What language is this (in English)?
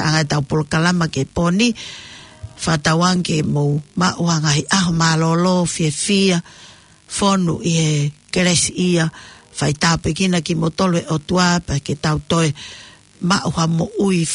Tongan